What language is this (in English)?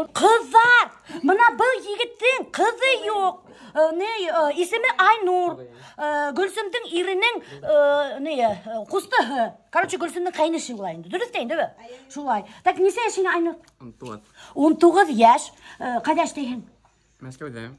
Bashkir